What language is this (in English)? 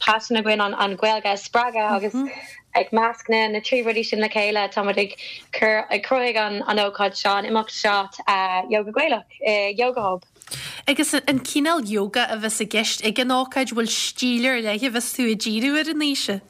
Irish